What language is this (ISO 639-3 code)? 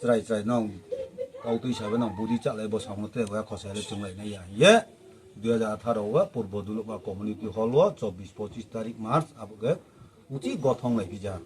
ria